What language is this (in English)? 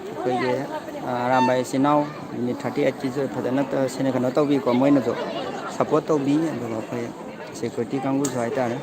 Manipuri